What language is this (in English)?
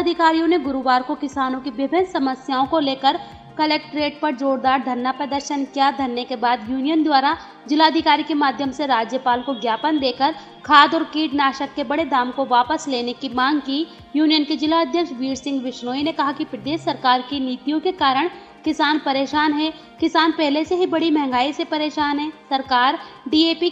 Hindi